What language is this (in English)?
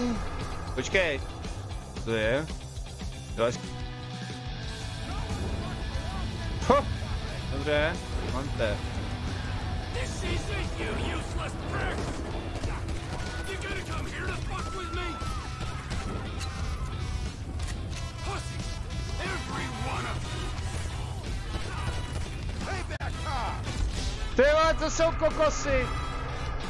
Czech